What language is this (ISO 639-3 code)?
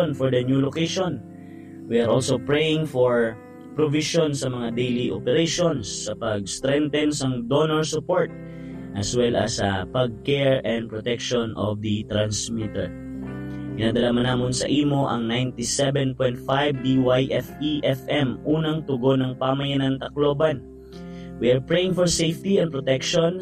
hil